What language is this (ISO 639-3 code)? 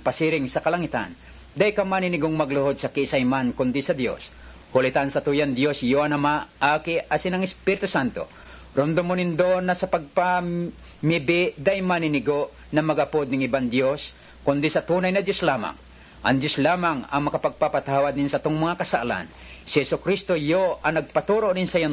bik